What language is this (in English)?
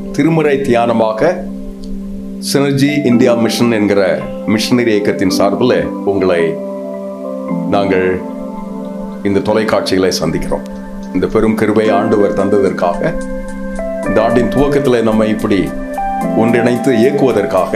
Tamil